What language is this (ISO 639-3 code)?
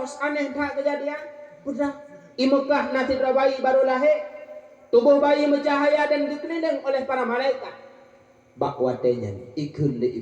ace